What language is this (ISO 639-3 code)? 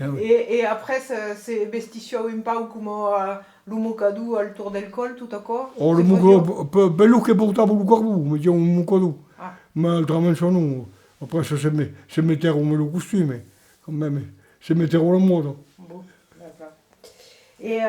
oci